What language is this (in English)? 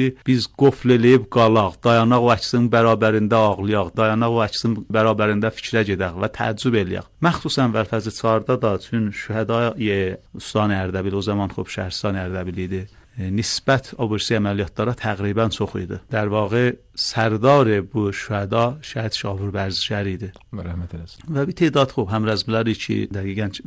Azerbaijani